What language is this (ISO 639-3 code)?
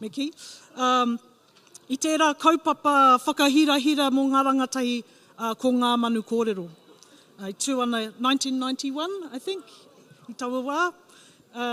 mri